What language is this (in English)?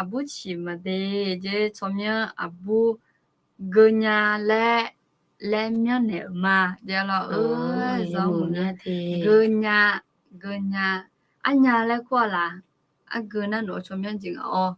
Akha